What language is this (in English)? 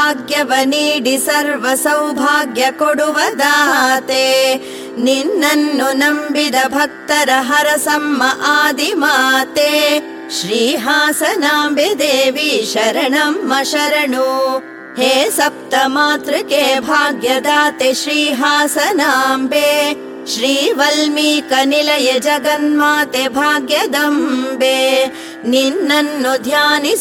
Kannada